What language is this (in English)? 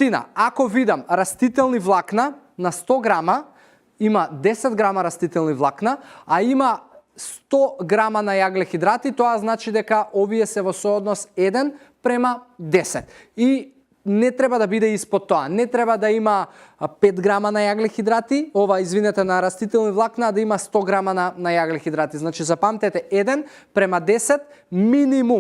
Macedonian